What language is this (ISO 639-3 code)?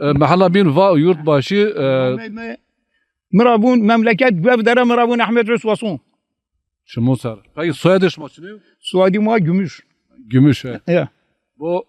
zza